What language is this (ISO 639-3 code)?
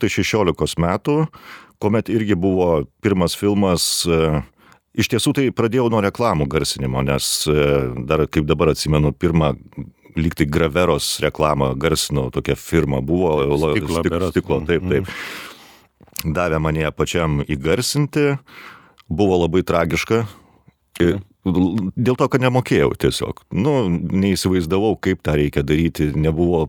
lit